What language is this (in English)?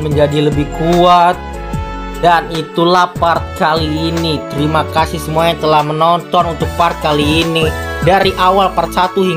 Indonesian